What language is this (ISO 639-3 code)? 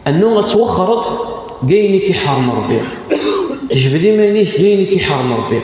kab